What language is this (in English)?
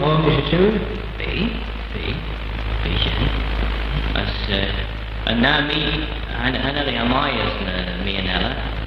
Manx